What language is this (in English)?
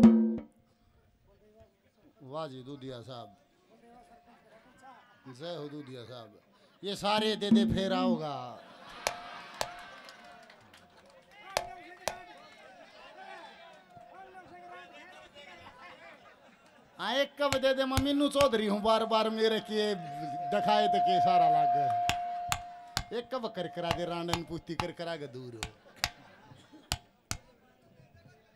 Haryanvi